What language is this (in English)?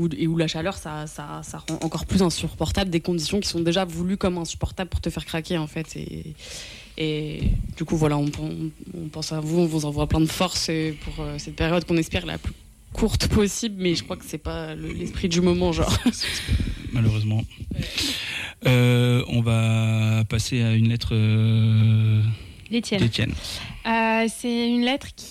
French